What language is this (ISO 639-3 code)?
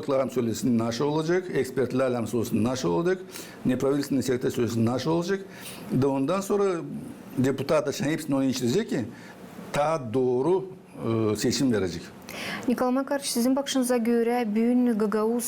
gag